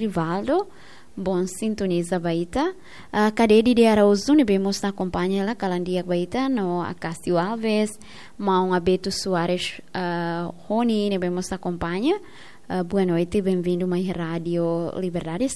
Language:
Tetum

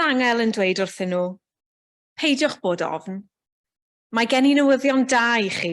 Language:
Welsh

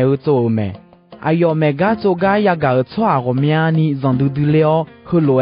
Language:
Akha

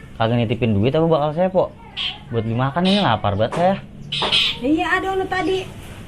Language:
Betawi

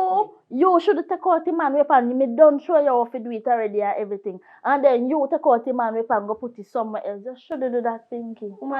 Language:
Jamaican Creole English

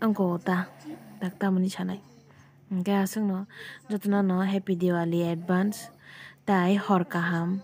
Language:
Kok Borok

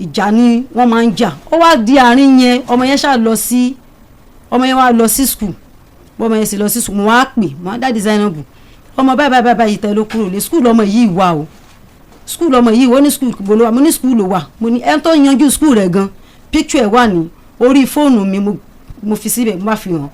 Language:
Yoruba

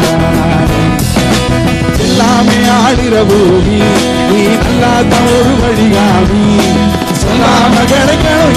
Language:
Tamil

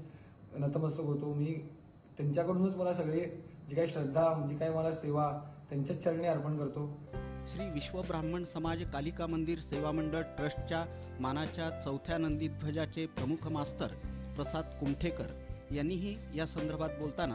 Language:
Marathi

